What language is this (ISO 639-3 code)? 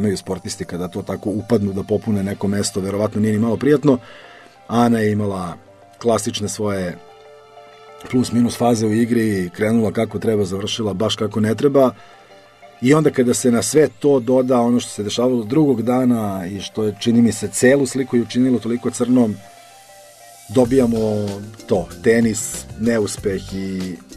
srp